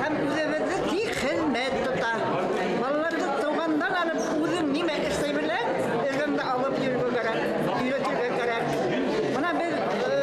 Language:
Bashkir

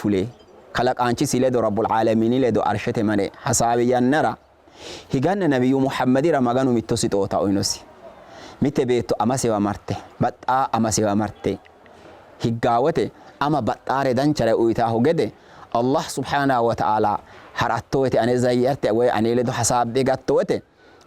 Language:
Sidamo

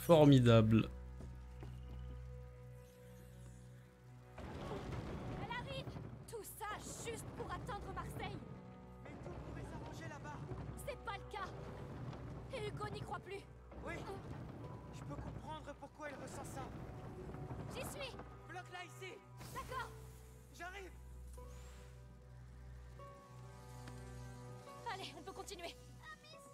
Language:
French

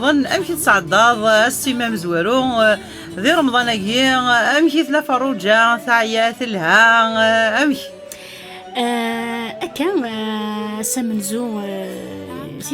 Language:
Kabyle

